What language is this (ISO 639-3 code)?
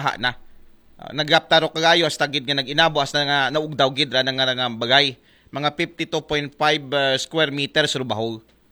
akl